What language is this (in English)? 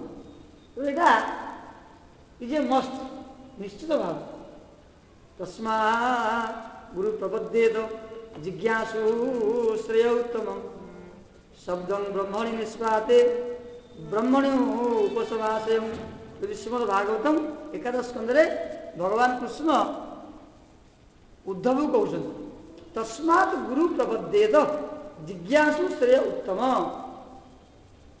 Odia